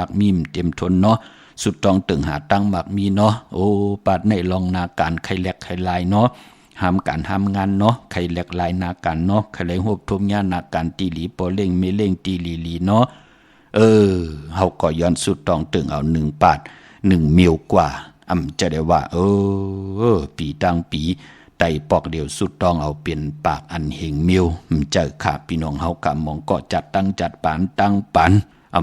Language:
Shan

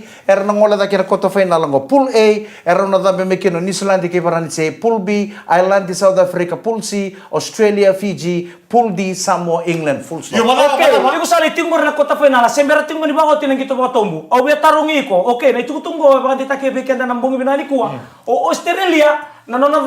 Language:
Fijian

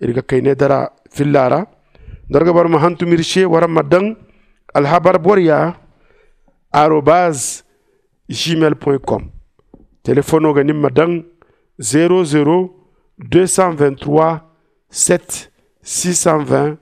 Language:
Zarma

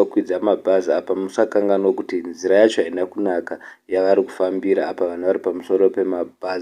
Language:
Shona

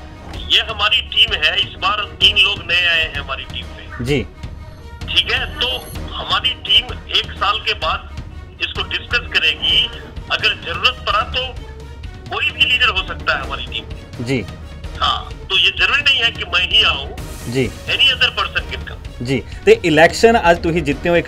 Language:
Hindi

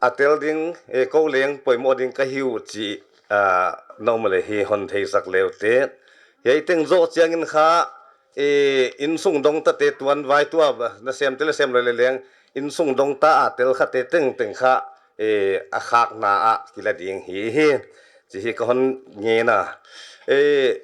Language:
Paite Chin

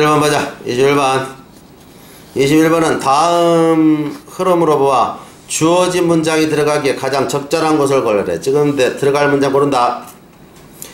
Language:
Korean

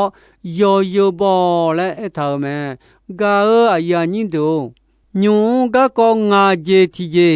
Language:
Akha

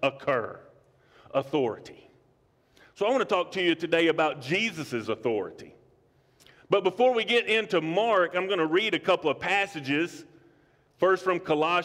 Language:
English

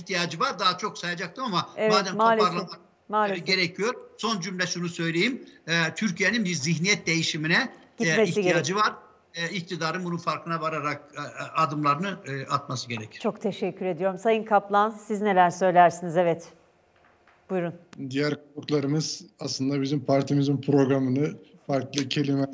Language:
Turkish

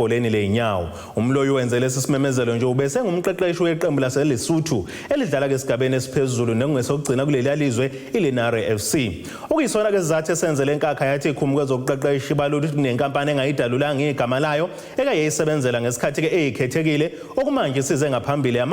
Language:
Zulu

